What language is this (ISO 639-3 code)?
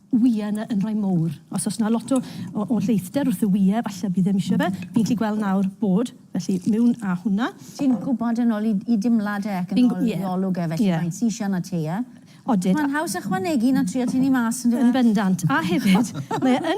cym